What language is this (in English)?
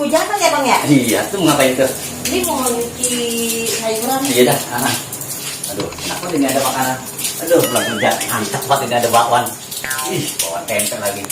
Betawi